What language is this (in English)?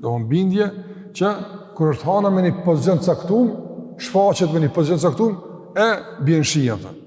Albanian